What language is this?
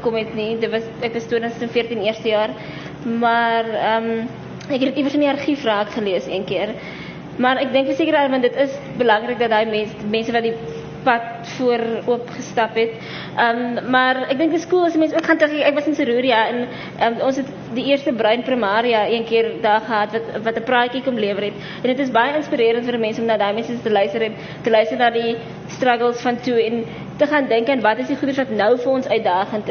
Afrikaans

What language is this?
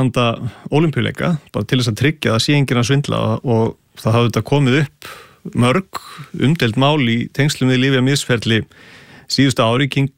Icelandic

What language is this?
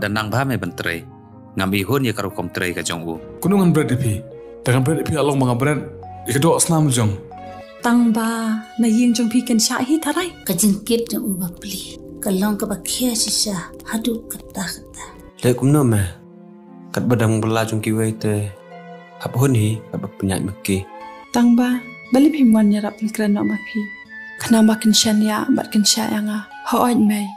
Khasi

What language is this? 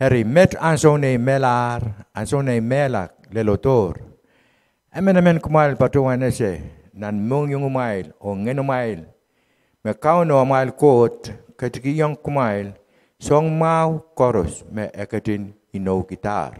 Pohnpeian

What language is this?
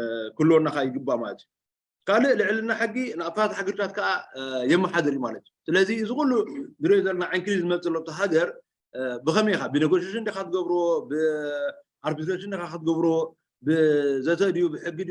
Tigrinya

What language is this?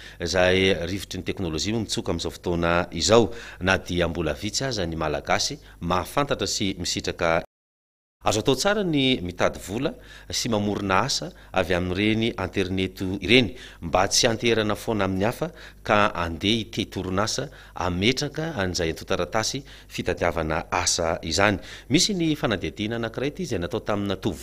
Malagasy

